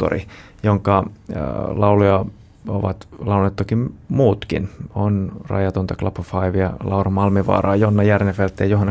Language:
Finnish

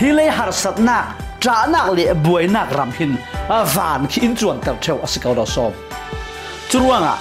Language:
Falam Chin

